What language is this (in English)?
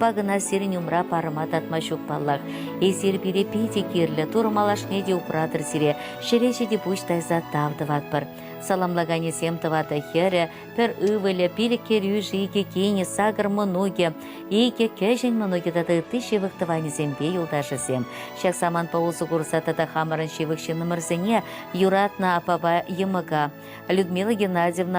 Chuvash